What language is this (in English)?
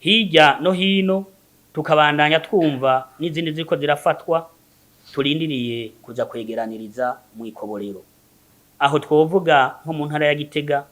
Rundi